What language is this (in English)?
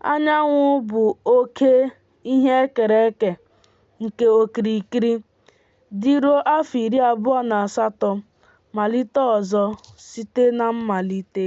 Igbo